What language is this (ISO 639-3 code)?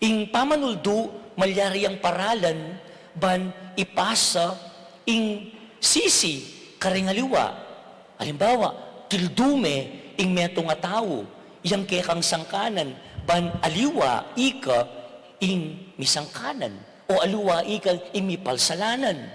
pam